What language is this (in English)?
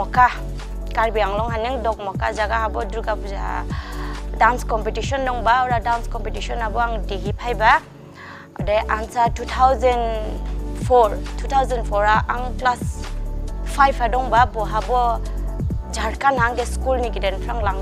Dimasa